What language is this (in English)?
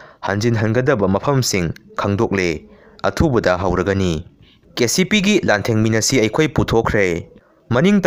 Manipuri